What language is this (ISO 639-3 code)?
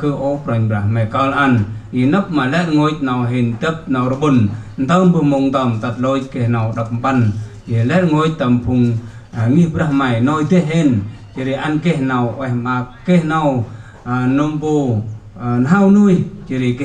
cmo